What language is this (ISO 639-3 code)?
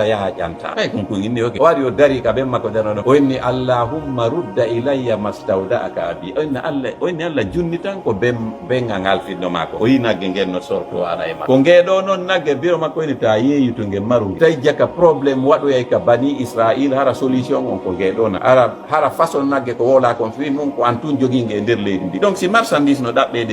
ful